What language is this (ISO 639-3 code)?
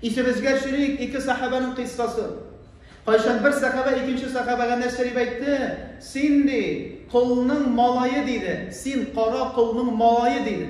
tat